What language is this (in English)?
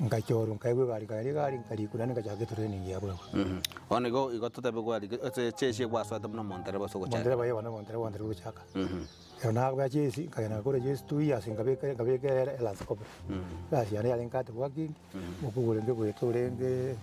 Gusii